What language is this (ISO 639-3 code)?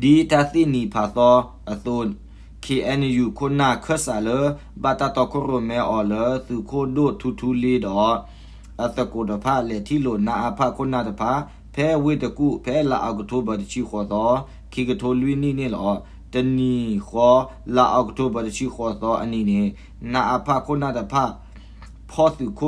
ksw